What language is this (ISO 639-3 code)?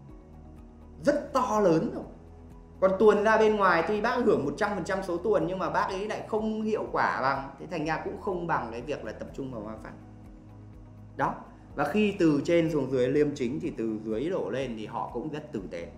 vie